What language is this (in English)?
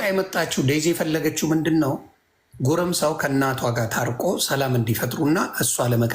Amharic